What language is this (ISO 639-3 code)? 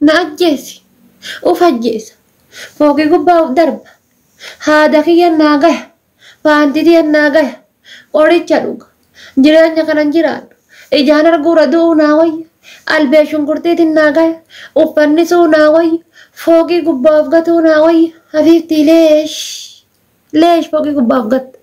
orm